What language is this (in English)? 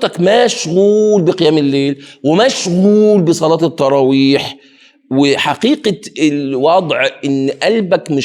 Egyptian Arabic